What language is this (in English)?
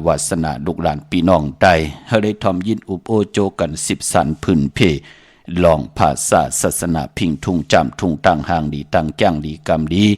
Shan